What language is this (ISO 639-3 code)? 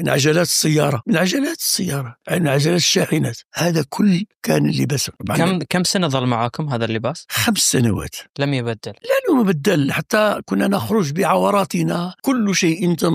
ars